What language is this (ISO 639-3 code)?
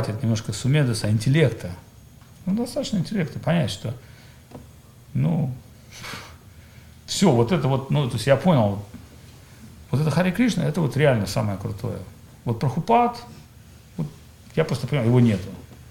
rus